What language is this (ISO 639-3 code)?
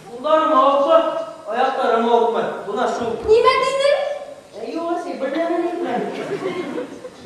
bak